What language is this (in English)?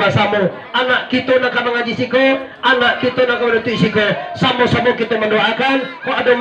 Minangkabau